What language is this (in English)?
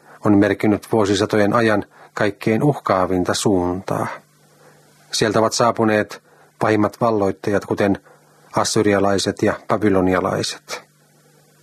Finnish